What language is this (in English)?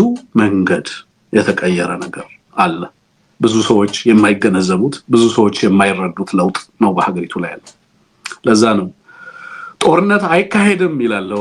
Amharic